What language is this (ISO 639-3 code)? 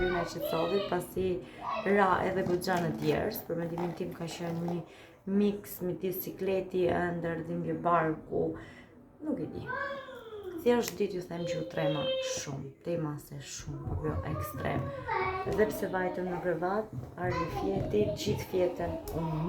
sqi